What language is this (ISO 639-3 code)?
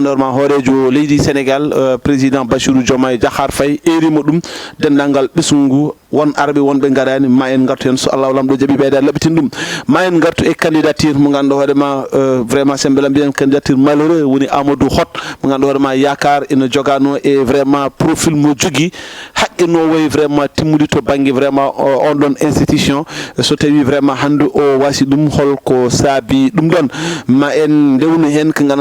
ful